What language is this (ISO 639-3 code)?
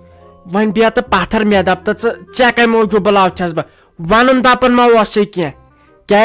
kas